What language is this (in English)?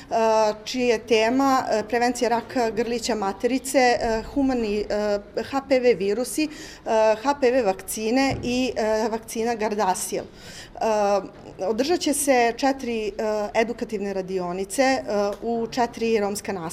Serbian